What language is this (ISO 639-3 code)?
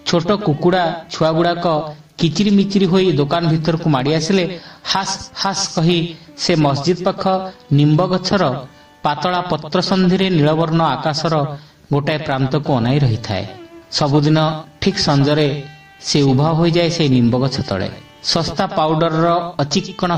ori